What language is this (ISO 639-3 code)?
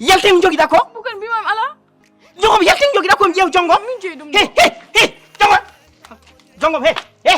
ful